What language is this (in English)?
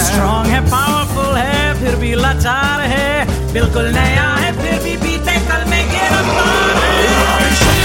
Hindi